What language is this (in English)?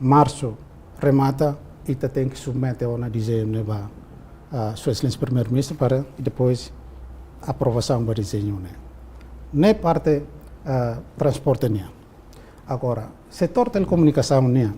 Tetum